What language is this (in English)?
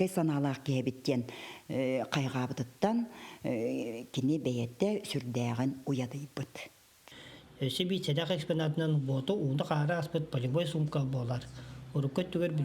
Yakut